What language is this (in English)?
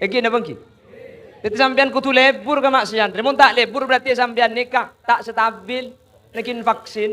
Madurese